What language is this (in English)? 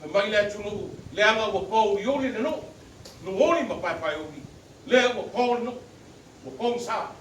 Samoan